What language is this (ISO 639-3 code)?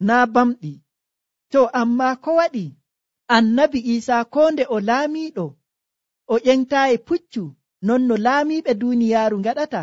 fuv